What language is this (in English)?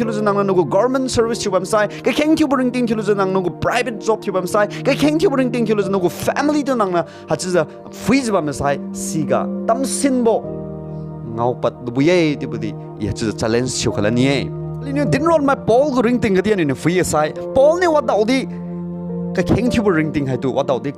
Liangmai Naga